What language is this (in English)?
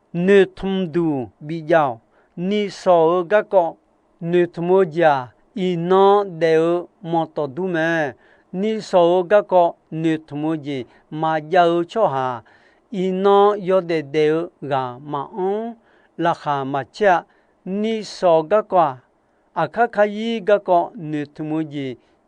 Akha